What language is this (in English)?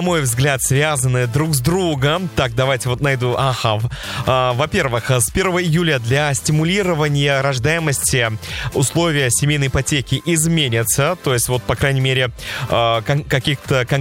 Russian